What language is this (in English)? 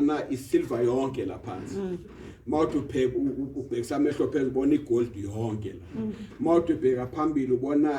Zulu